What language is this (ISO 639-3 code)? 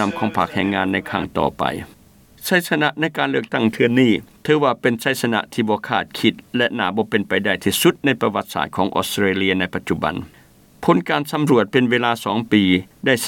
lao